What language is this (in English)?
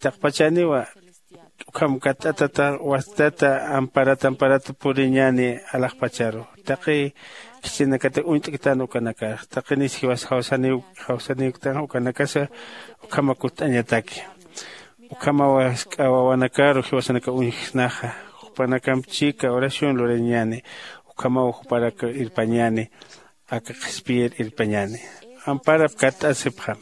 Aymara